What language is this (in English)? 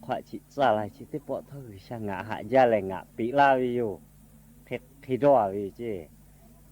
Lahu